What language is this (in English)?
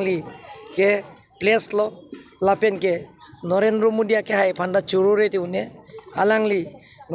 Karbi